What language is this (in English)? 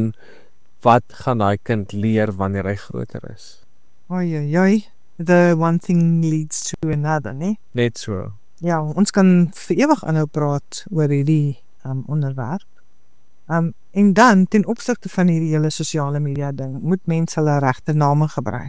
Afrikaans